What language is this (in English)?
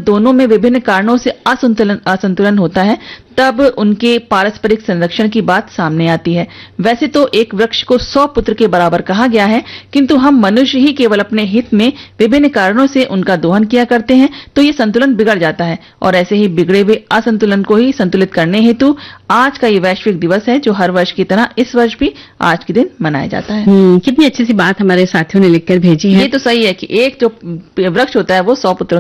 Hindi